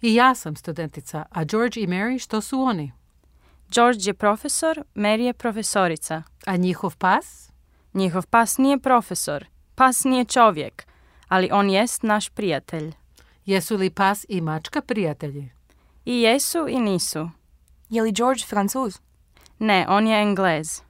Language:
Croatian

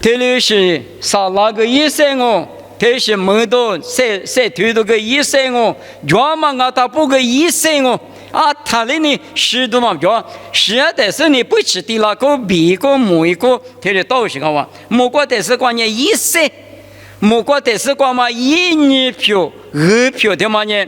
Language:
Lisu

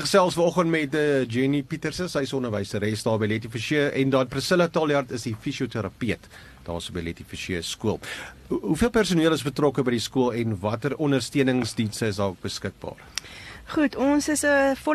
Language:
Afrikaans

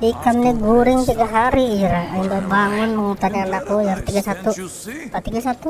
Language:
Banjar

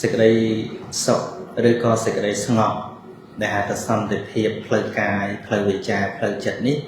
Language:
Khmer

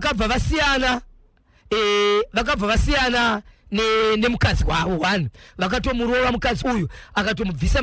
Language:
Shona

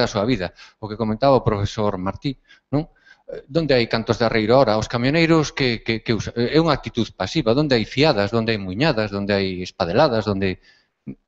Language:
Galician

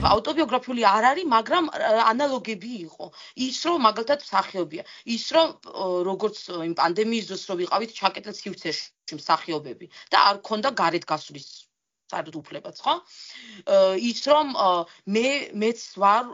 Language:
Georgian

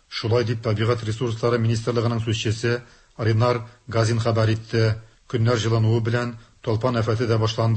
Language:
Tatar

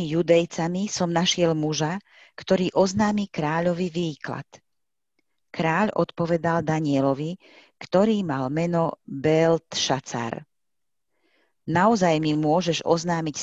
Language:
Slovak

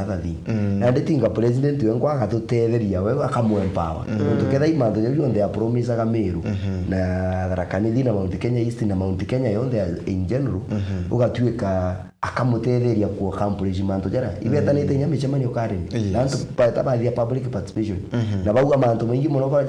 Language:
Meru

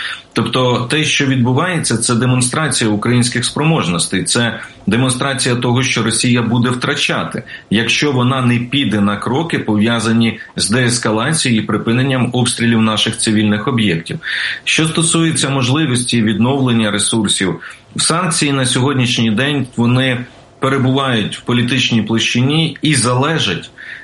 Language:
Ukrainian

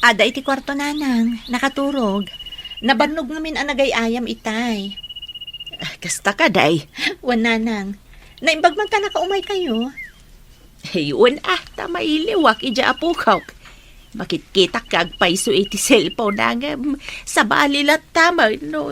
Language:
Iloko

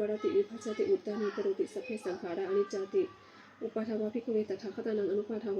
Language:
Pali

